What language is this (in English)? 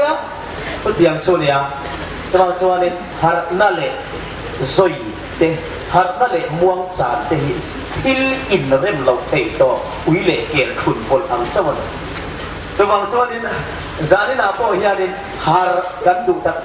Hmar